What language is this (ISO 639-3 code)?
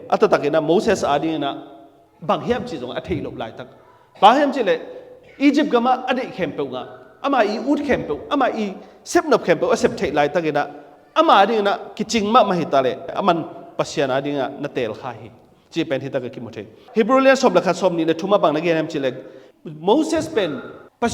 ctd